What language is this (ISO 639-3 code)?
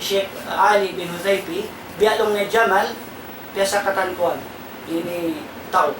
tsg